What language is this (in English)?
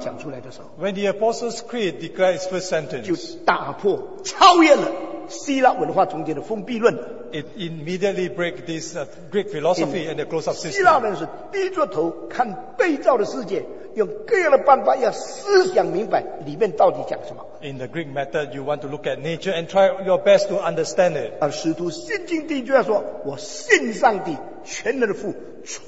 Chinese